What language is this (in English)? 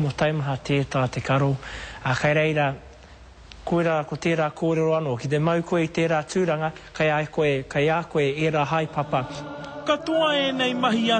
Māori